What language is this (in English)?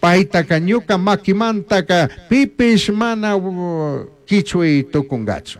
Chimborazo Highland Quichua